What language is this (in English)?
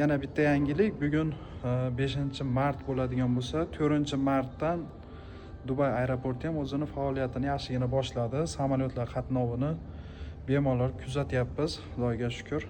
Uzbek